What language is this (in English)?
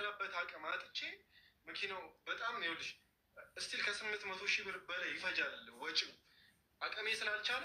Amharic